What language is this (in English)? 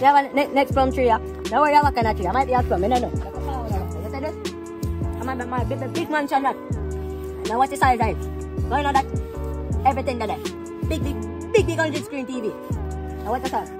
Jamaican Creole English